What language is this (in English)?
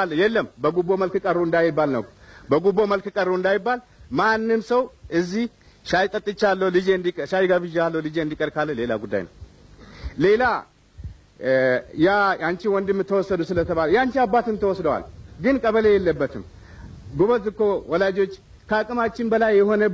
Amharic